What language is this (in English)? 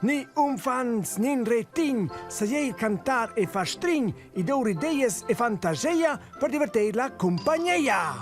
Romansh